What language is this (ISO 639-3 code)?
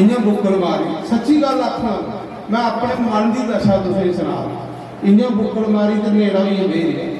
doi